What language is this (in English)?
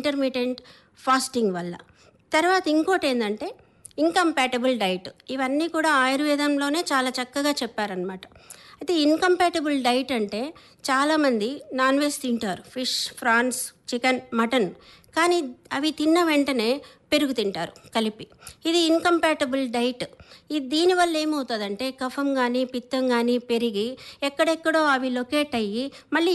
Telugu